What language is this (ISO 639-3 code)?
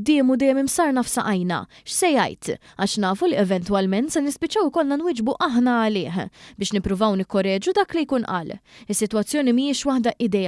mlt